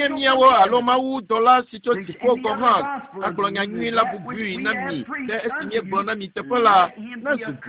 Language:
Ewe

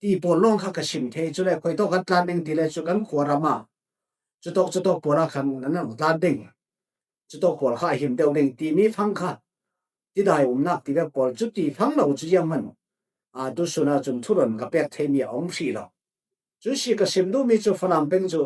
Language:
Falam Chin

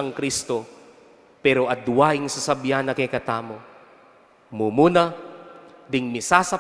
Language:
Pampanga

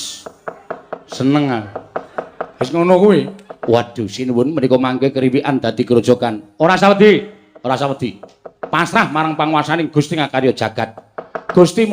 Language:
Javanese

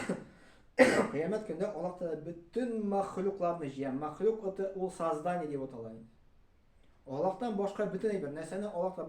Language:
Tatar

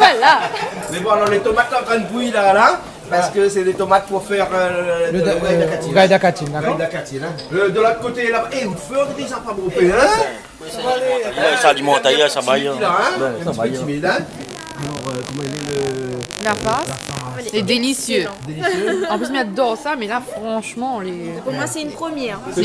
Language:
Réunion Creole French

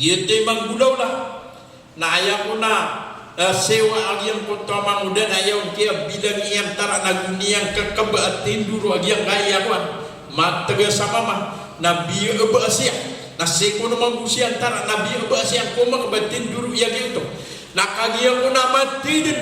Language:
Maranao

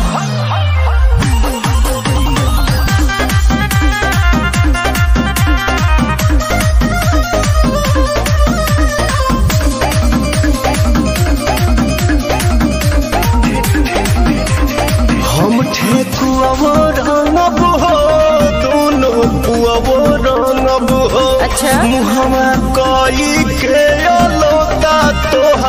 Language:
Bhojpuri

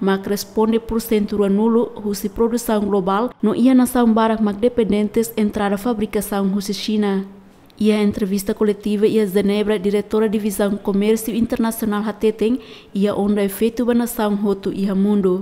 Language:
Tetum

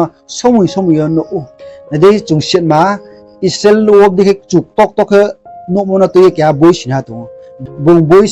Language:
Riang (India)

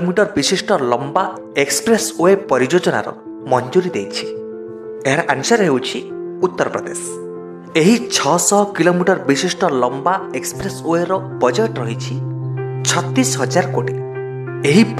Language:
Odia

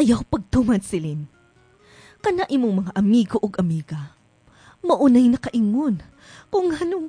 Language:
Cebuano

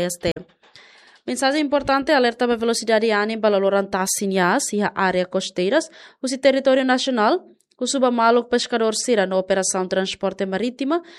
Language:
Tetum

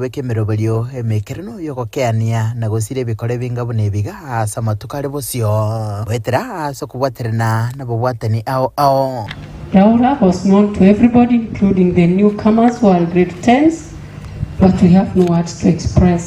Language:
Gusii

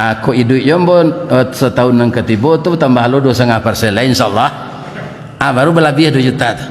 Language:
Minangkabau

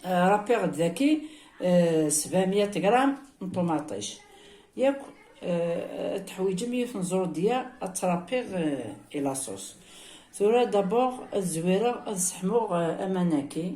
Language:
Kabyle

